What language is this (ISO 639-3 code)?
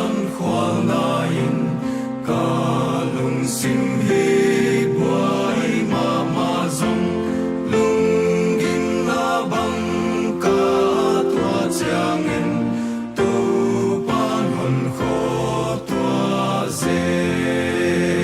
pck